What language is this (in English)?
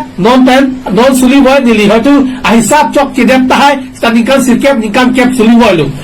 Karbi